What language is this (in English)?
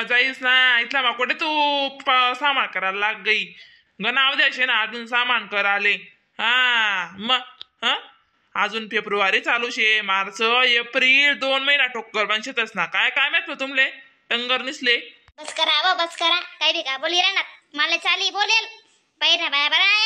Khandesi